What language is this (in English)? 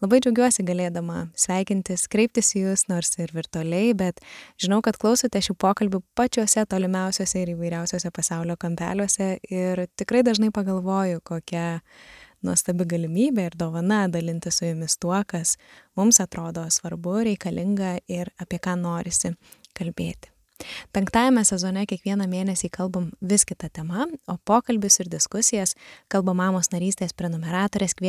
Lithuanian